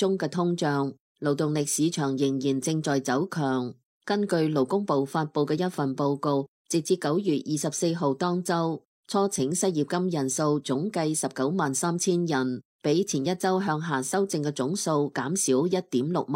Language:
Cantonese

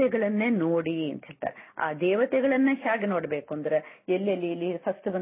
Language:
Kannada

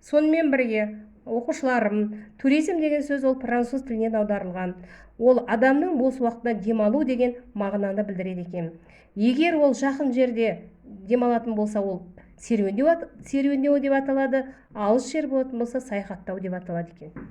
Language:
Kazakh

